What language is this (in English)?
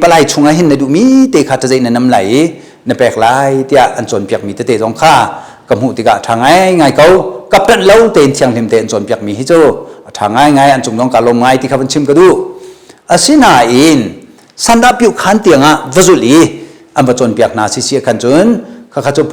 Hakha Chin